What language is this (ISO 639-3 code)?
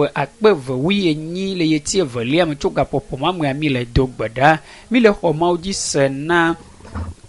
ewe